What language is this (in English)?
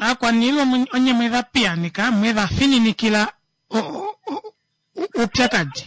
Kuanyama